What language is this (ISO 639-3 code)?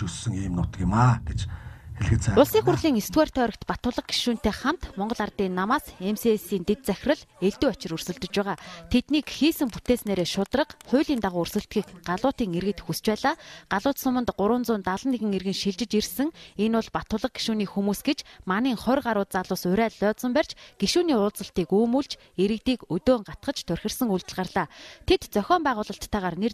mon